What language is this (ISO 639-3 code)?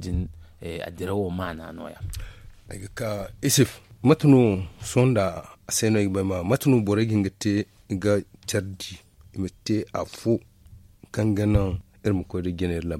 dje